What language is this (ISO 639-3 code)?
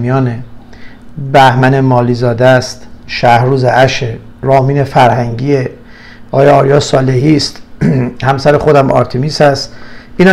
fas